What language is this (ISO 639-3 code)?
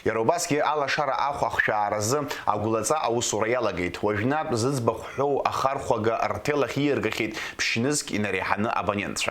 abk